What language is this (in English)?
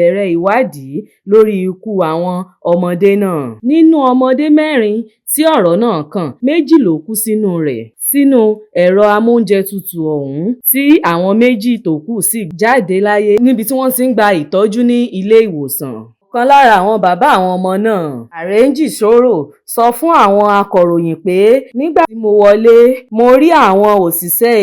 Yoruba